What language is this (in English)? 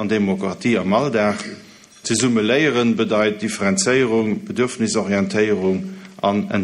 Luxembourgish